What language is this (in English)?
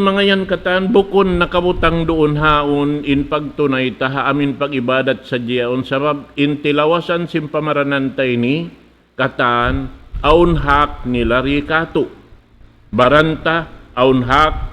Tausug